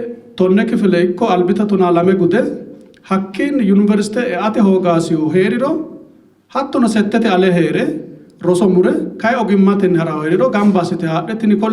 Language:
Sidamo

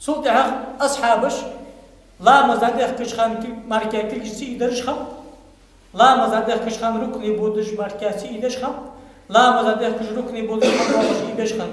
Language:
Ingush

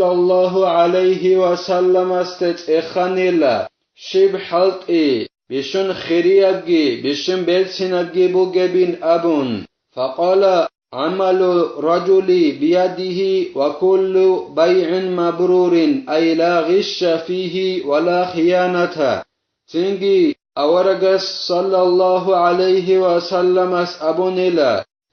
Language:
Avaric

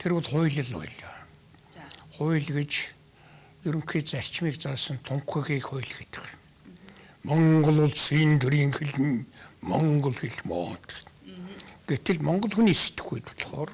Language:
Mongolian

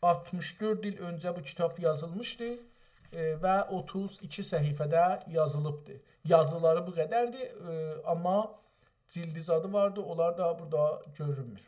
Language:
South Azerbaijani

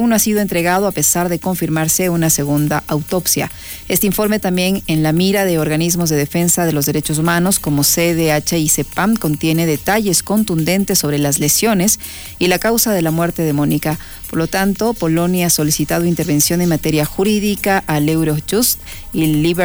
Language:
Spanish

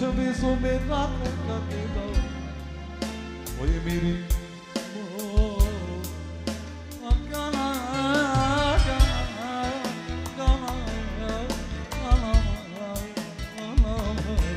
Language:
Romanian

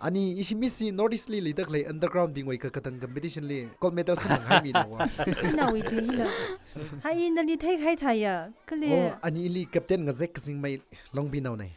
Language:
Tangkhul Naga (India)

